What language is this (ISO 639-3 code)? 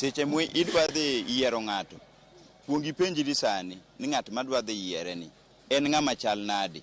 luo